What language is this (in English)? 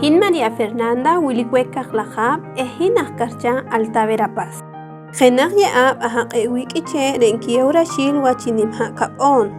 Poqomchi'